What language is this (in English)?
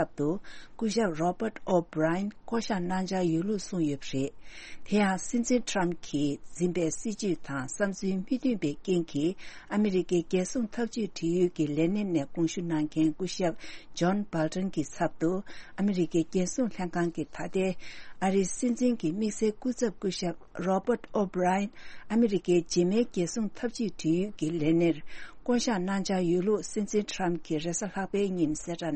Tibetan